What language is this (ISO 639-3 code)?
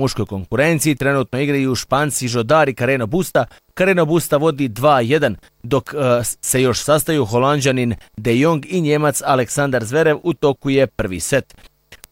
bos